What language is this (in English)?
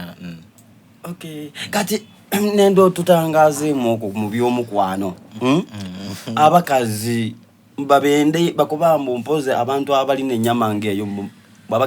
Soga